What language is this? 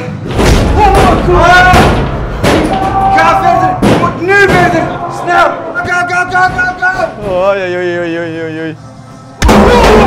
Dutch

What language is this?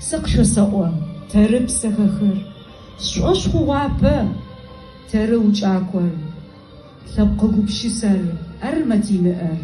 Adyghe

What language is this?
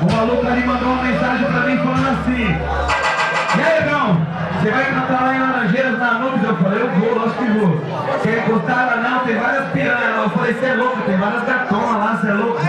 Portuguese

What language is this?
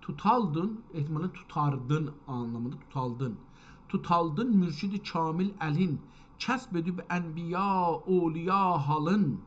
South Azerbaijani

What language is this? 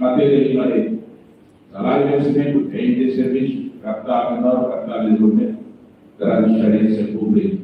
Tetum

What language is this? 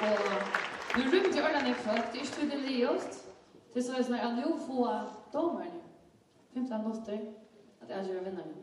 Faroese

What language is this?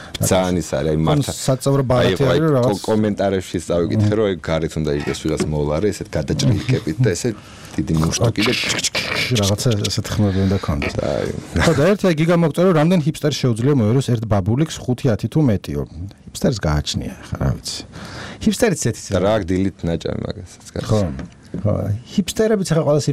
Georgian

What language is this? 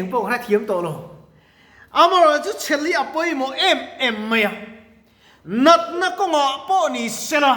Mizo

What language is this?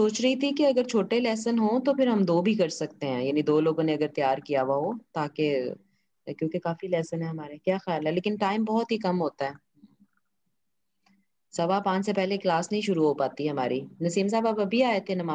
Urdu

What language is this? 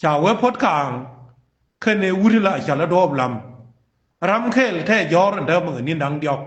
Nuer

